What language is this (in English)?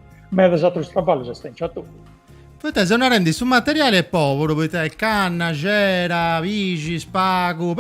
Sardinian